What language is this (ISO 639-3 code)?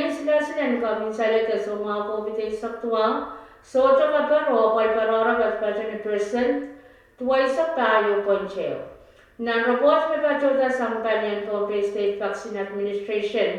pon